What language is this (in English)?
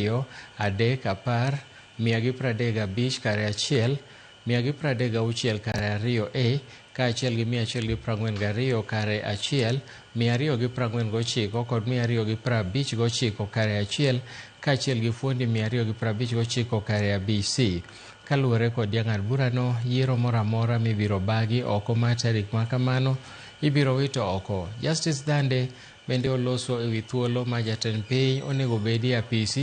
Luo (Kenya and Tanzania)